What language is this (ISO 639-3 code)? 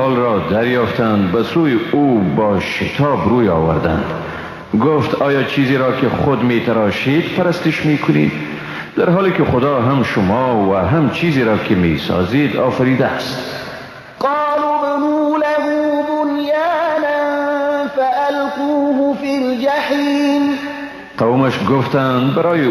fas